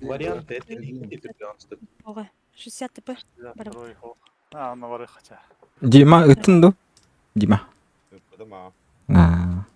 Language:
Yakut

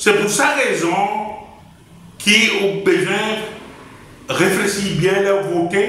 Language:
Seselwa Creole French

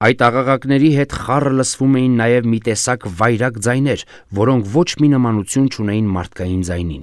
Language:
Armenian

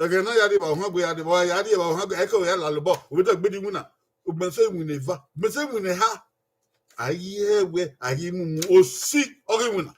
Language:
Bini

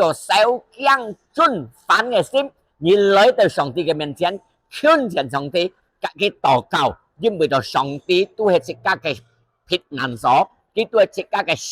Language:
Hakka Chinese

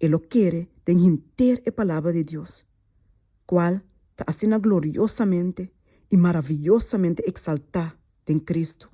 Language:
Papiamento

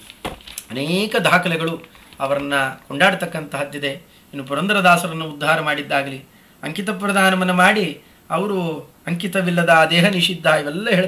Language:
Kannada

